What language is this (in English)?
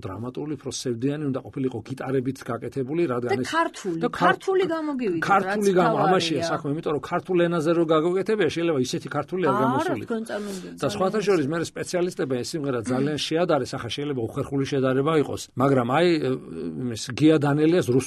Georgian